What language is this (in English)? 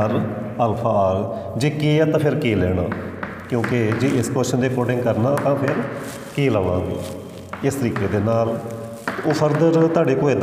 Punjabi